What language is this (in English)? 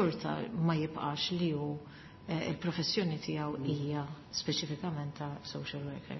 Maltese